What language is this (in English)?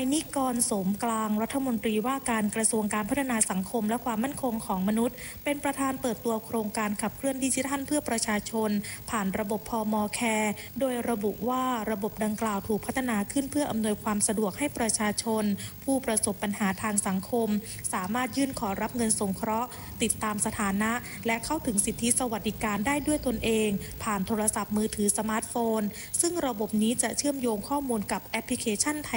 Thai